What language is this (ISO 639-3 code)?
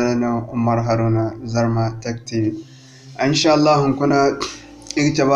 dje